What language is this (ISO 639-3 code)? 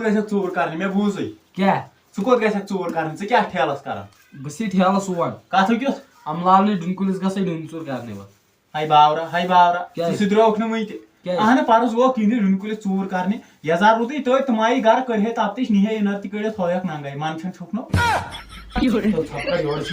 kas